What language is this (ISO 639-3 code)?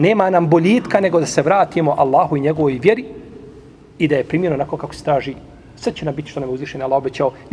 bos